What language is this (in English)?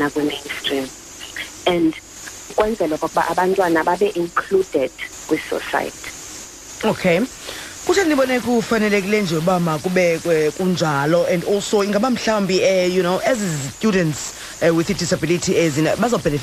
Xhosa